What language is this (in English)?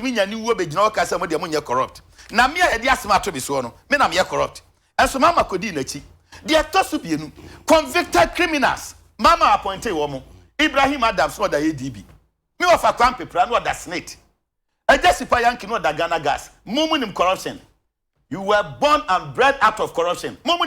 Akan